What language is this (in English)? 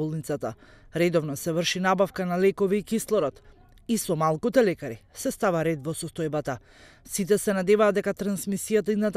Macedonian